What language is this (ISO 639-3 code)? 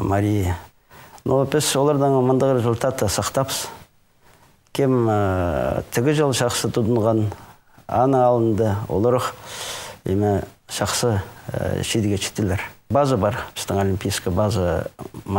kjh